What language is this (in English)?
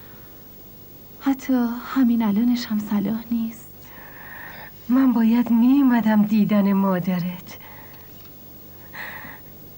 Persian